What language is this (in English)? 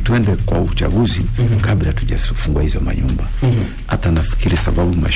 Swahili